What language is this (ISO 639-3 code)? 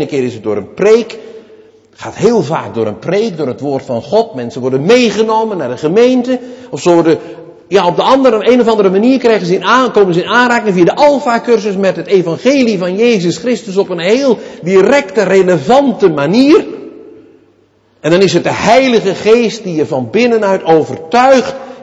nld